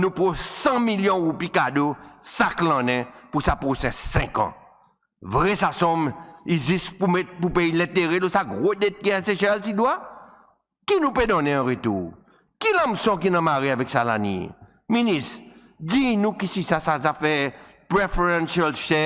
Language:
Seselwa Creole French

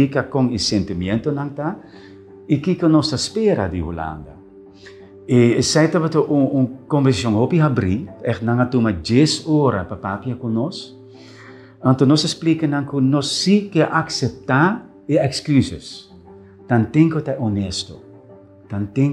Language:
Papiamento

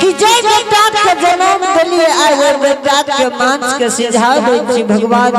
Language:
Angika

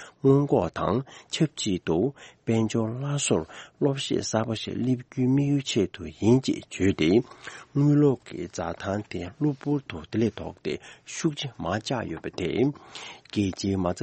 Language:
Tibetan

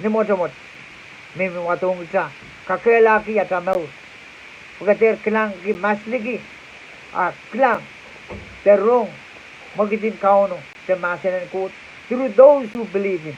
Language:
Pohnpeian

